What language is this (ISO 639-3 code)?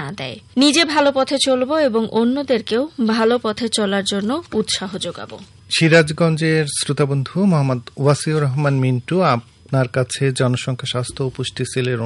ben